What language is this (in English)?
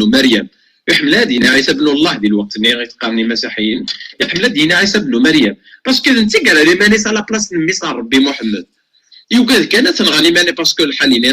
Kabyle